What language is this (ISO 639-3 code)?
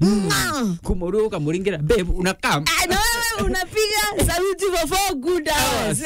mer